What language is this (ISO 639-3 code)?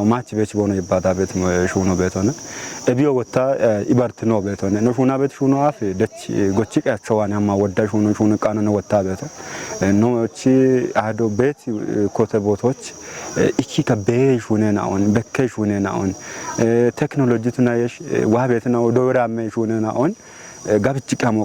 kbr